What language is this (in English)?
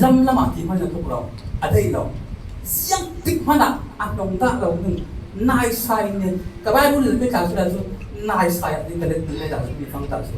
Falam Chin